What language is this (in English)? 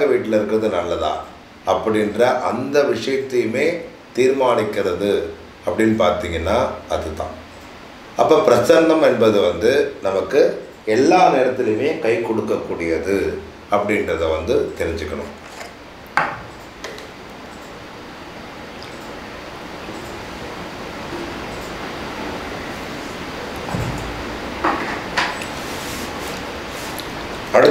Tamil